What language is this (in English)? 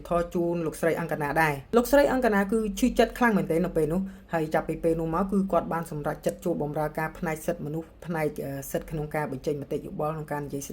Khmer